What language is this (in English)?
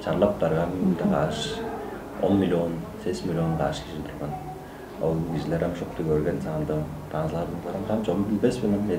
Tuvinian